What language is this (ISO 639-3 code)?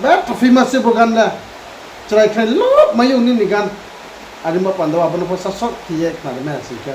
ria